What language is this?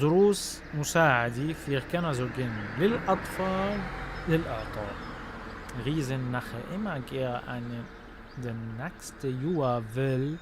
North Levantine Arabic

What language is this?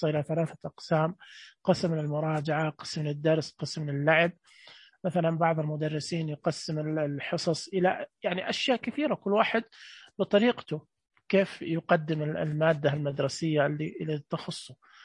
Najdi Arabic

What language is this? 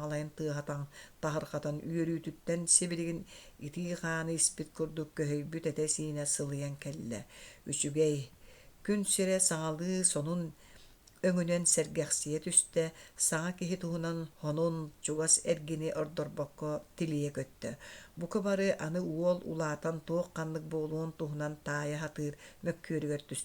Yakut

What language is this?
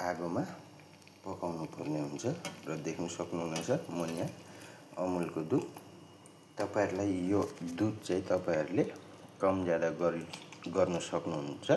Nepali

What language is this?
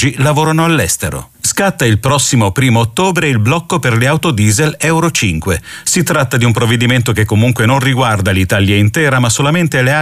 Italian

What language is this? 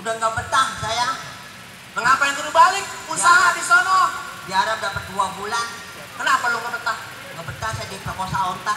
Betawi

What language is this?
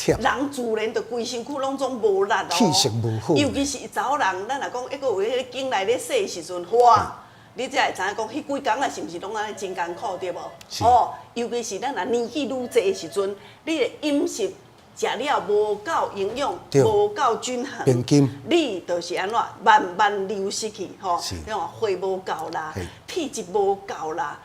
Min Nan Chinese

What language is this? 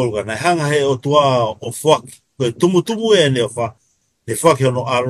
Tongan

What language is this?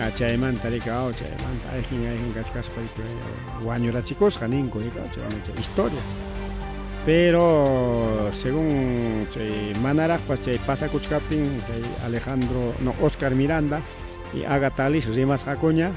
Ayacucho Quechua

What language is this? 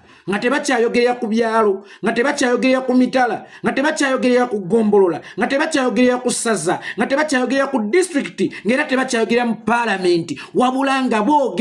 Ganda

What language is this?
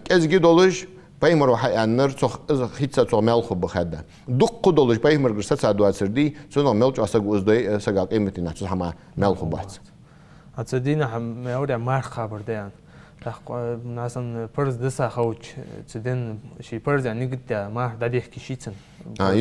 Ingush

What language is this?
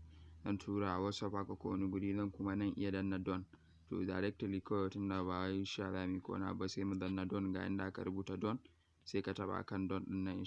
Hausa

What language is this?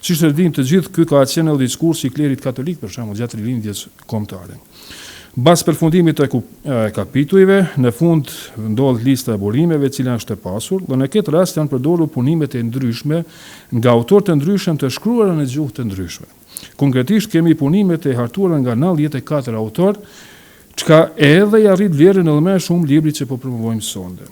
Albanian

